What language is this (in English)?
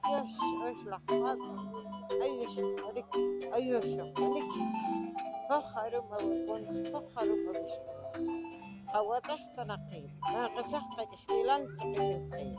Poqomchi'